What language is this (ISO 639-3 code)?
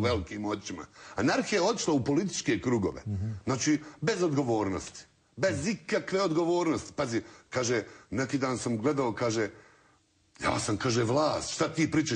bos